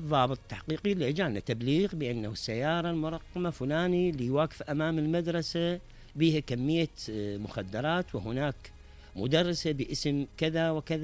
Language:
Mesopotamian Arabic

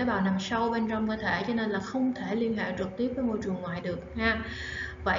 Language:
Vietnamese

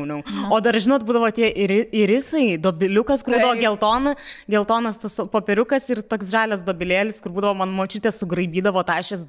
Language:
Lithuanian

